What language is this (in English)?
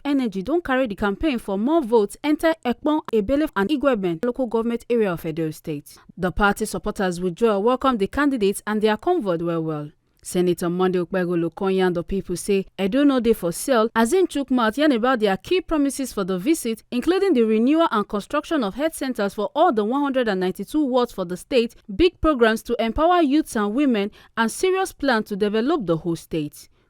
Nigerian Pidgin